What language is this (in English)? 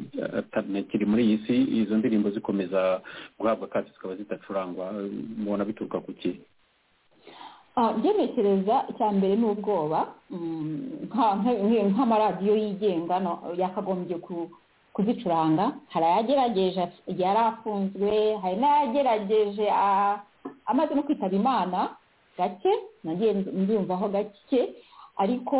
Kinyarwanda